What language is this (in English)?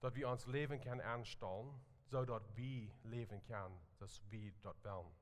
Plautdietsch